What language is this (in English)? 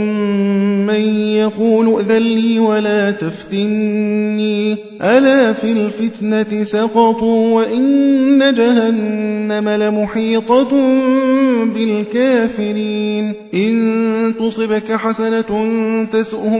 Arabic